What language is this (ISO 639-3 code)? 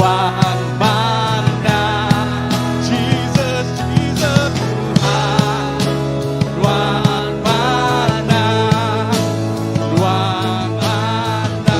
iba